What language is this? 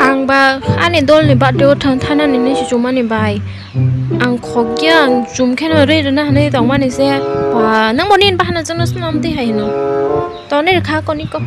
Kok Borok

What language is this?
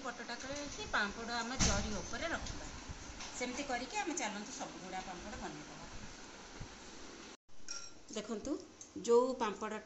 Odia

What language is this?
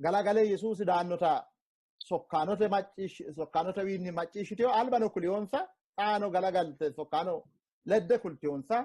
Sidamo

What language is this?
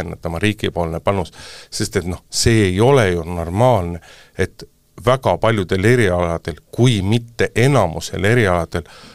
Estonian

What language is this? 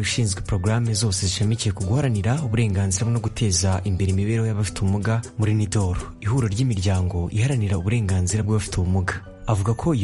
Kinyarwanda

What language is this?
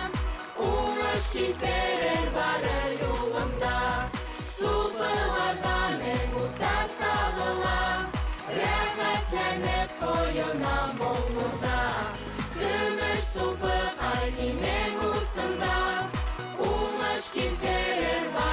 Bashkir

